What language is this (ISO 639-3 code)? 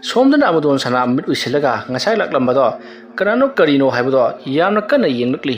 mni